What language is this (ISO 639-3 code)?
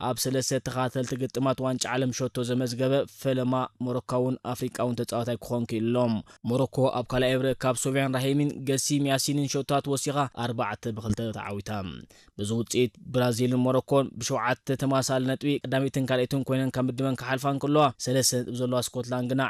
tir